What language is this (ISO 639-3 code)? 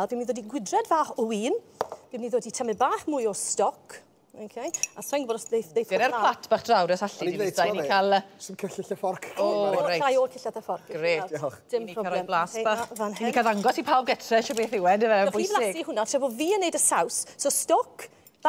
cym